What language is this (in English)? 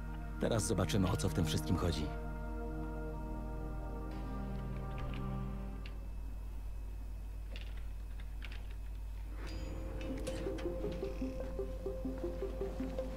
Polish